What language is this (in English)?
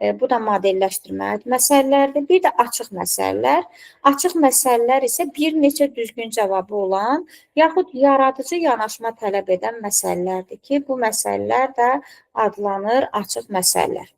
Azerbaijani